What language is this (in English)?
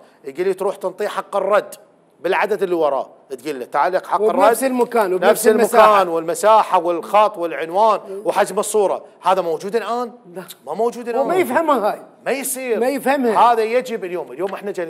Mesopotamian Arabic